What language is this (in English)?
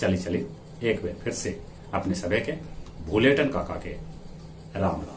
Magahi